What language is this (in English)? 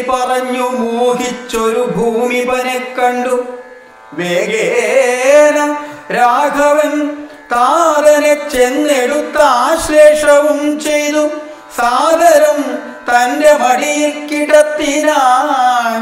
Malayalam